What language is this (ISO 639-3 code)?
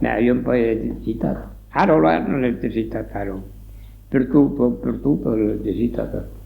oci